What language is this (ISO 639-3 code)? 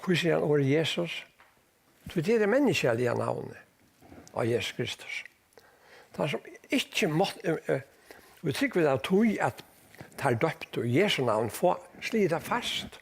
fao